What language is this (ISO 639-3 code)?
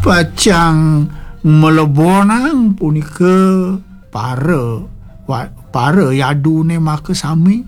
ban